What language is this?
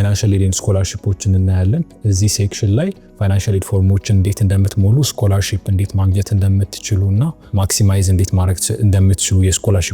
Amharic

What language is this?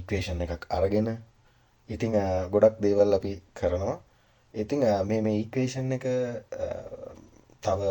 Sinhala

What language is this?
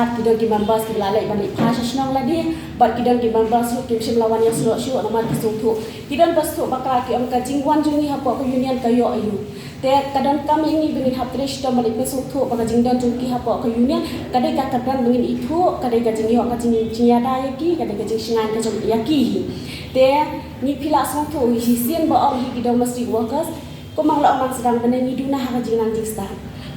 Khasi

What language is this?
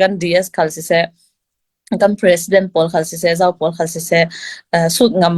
Falam Chin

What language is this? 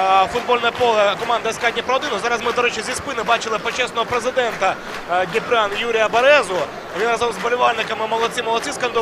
Ukrainian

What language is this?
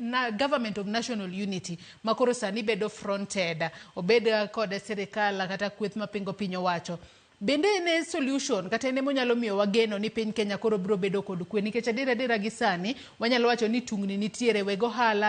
Luo (Kenya and Tanzania)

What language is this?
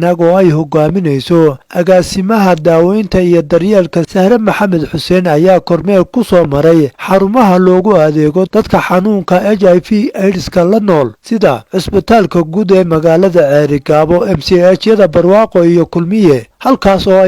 Somali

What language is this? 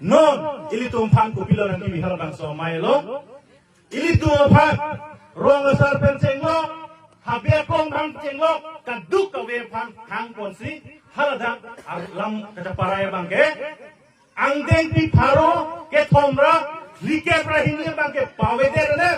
Karbi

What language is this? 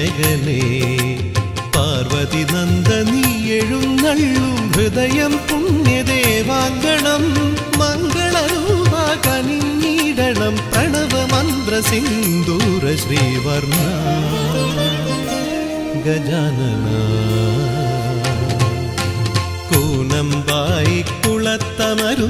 Malayalam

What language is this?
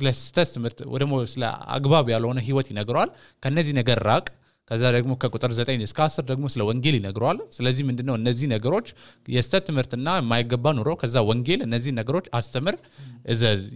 Amharic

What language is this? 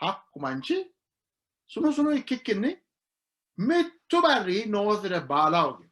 Sidamo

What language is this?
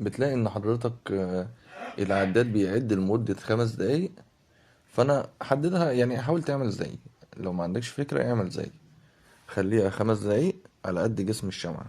Egyptian Arabic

